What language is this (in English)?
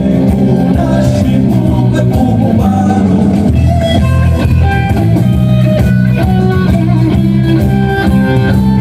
Italian